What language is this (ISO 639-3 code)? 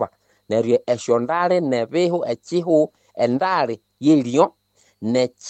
nnb